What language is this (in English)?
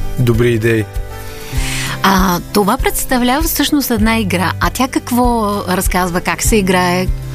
Bulgarian